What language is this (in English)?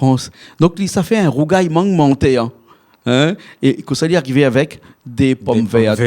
Réunion Creole French